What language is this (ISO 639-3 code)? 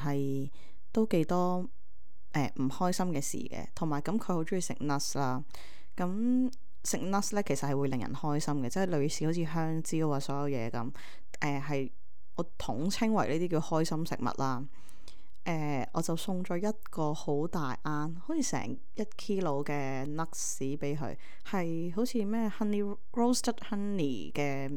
yue